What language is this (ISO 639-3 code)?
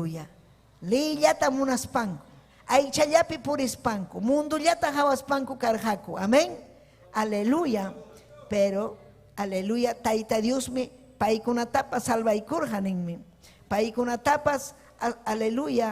quy